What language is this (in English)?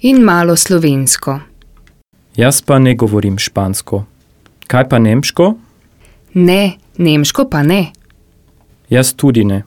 Slovenian